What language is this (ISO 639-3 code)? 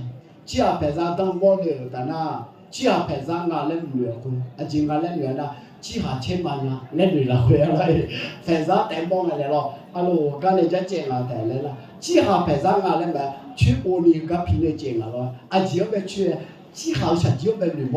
ahk